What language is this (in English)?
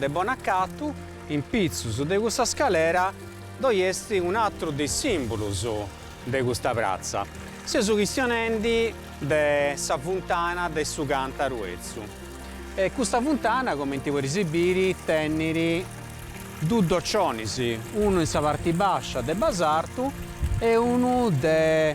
Sardinian